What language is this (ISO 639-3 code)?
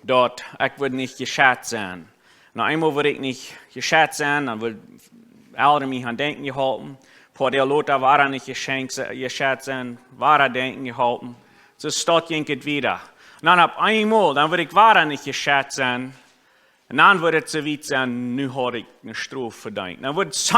pdt